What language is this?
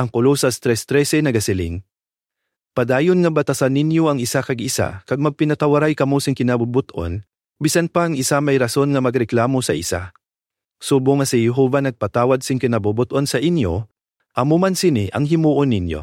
Hiligaynon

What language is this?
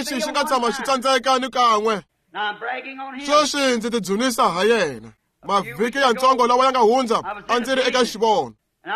Tsonga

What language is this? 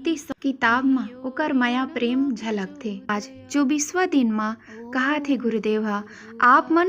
Chhattisgarhi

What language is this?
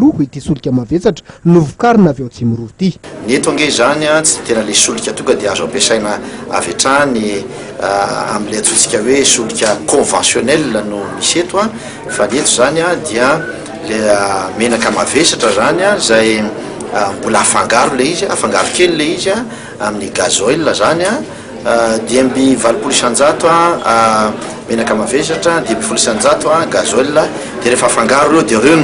Malagasy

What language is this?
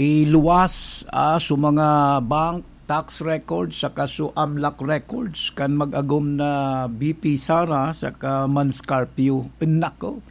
Bikol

